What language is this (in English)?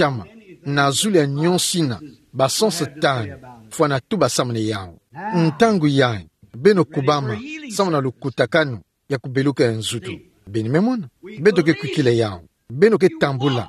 Kituba (Democratic Republic of Congo)